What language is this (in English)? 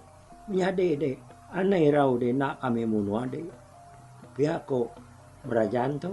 Iban